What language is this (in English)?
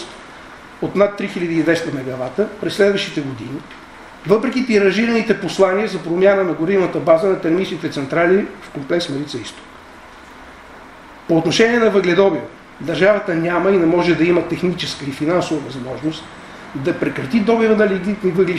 Bulgarian